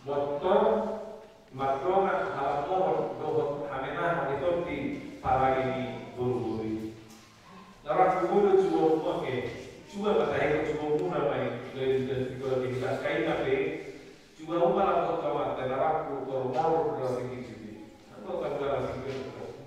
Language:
Batak Toba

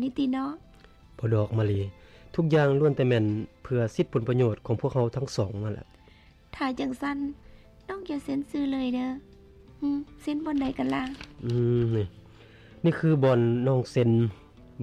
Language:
Lao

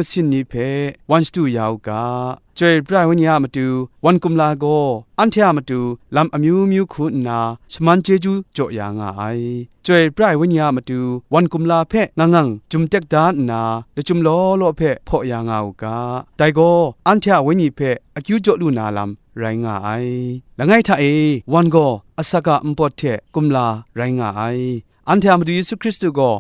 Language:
Kachin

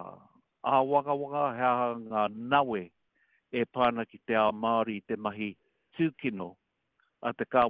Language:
Māori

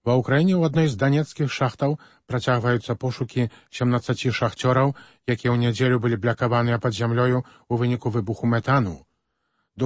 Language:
Belarusian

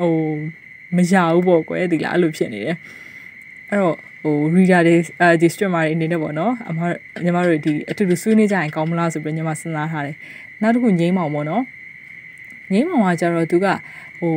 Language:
Burmese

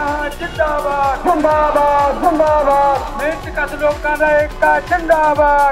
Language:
Punjabi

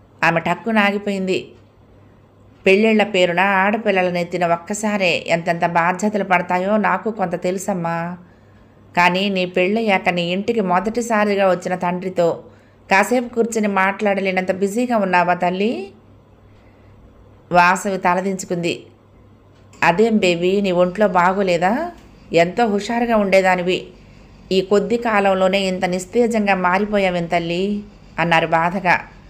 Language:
Telugu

